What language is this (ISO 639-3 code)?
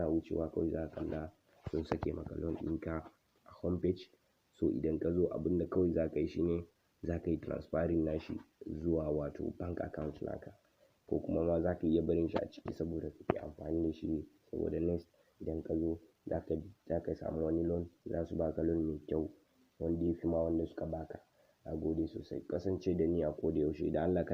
hau